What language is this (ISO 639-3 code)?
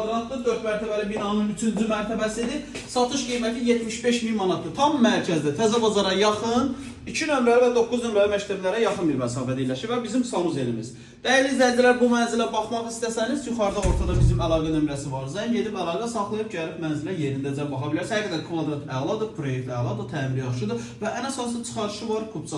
aze